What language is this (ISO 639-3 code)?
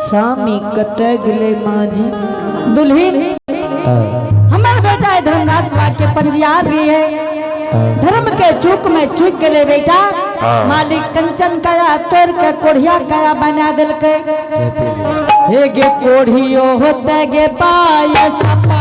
anp